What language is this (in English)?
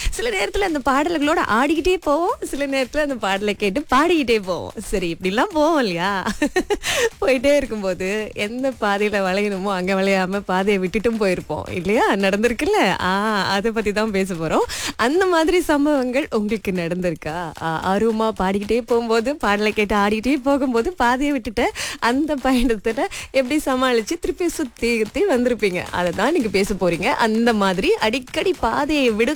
Tamil